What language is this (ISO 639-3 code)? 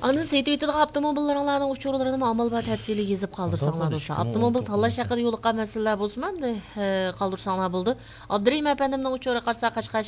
uig